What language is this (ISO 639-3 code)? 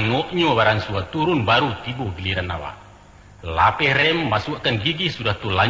min